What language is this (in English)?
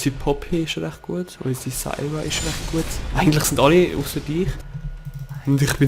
Swiss German